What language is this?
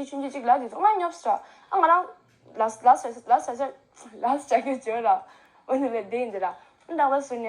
Tibetan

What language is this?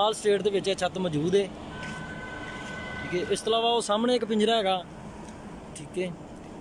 Punjabi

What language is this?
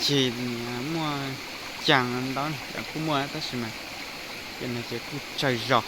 Hmong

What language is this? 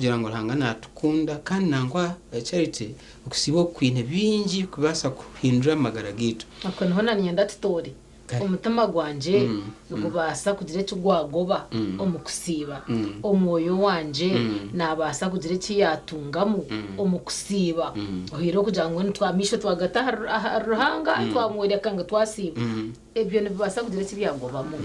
Nyankole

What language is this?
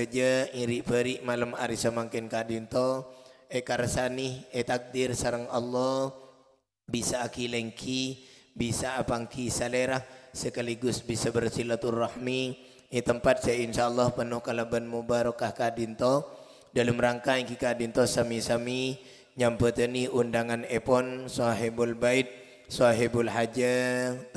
Madurese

